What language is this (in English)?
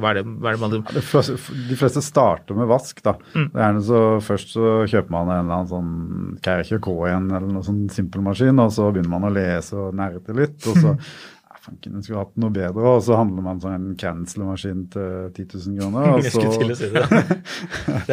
Norwegian